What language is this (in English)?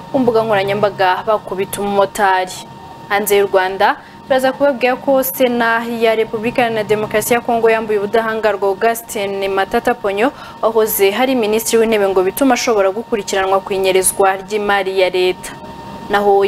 Kinyarwanda